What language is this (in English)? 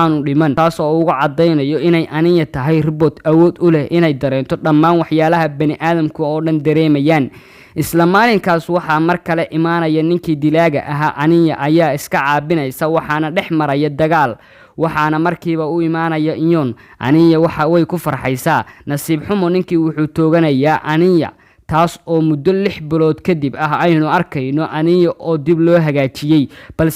Somali